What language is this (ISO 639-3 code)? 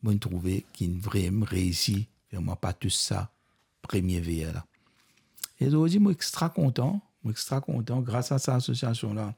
mfe